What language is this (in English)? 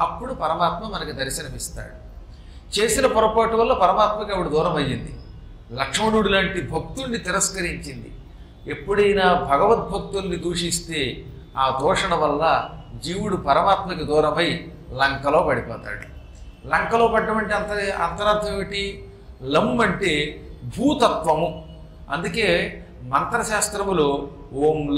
Telugu